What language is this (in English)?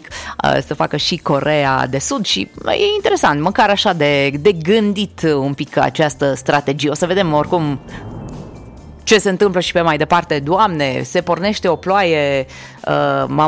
Romanian